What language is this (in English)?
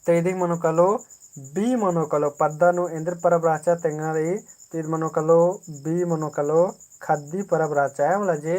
Kurukh